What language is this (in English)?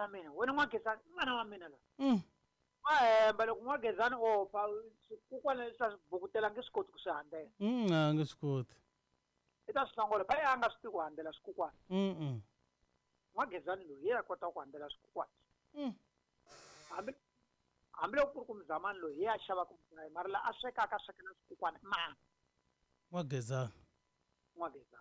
Tsonga